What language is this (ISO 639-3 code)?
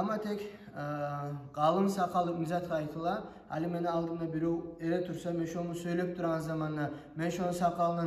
kum